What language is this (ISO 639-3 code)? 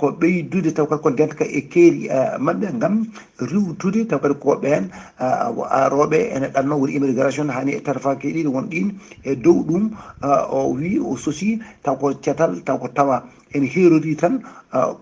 ful